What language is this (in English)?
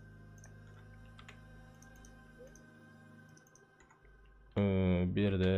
Turkish